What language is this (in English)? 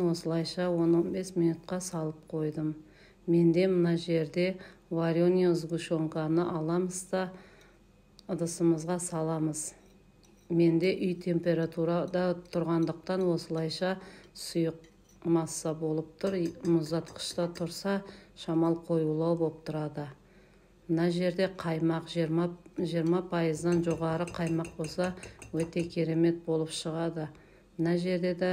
Kazakh